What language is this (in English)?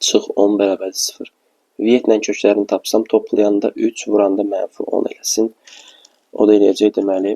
Azerbaijani